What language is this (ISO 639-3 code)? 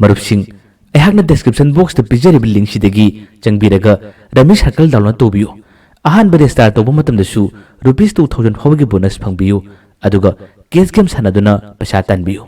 mni